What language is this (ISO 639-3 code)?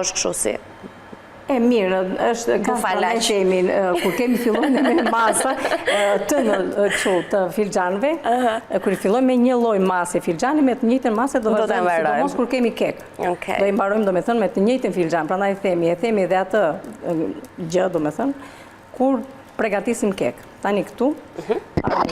sqi